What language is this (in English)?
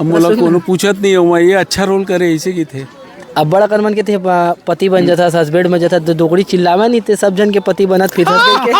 Chhattisgarhi